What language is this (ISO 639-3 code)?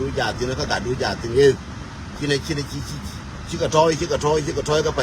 nus